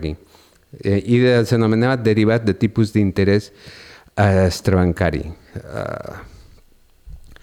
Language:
Catalan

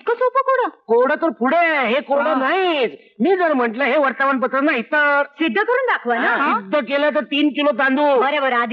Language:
Marathi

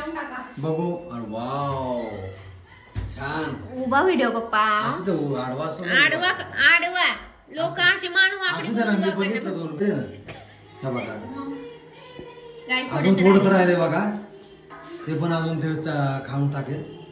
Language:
Marathi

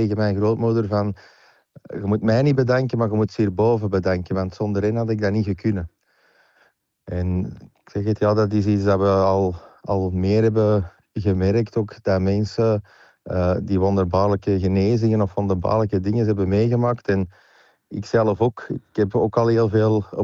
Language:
Dutch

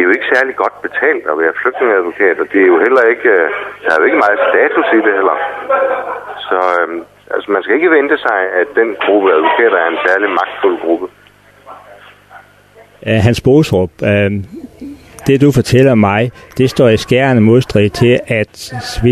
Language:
Danish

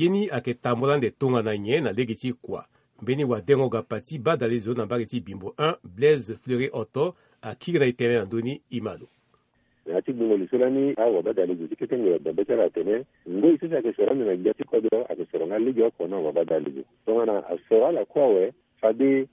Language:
Sango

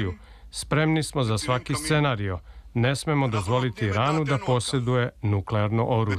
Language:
Serbian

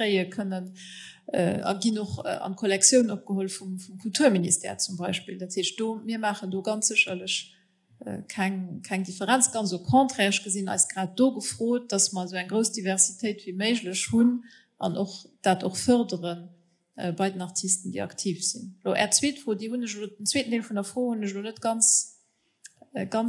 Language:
Luxembourgish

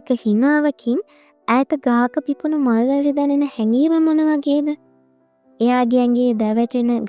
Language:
Sinhala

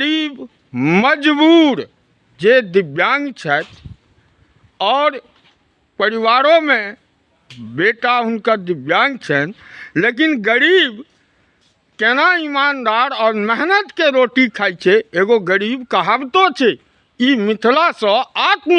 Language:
Maithili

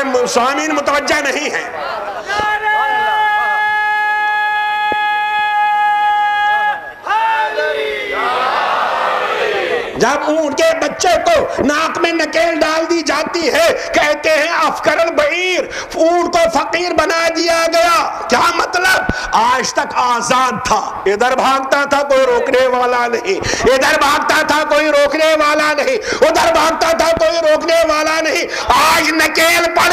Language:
Urdu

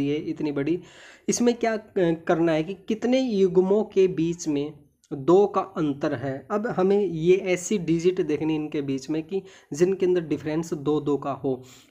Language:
Hindi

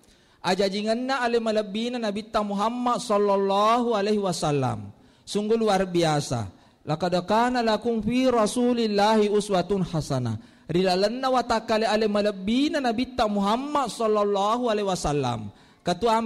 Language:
Buginese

